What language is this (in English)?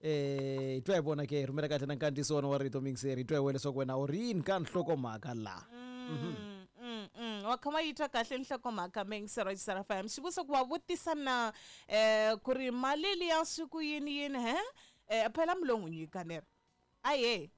Tsonga